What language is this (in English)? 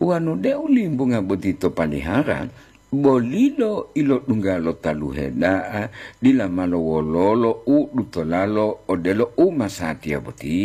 Gorontalo